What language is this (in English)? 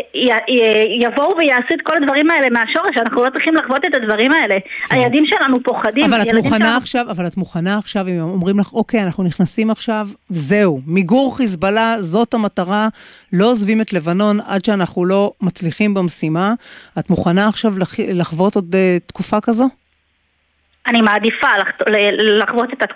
Hebrew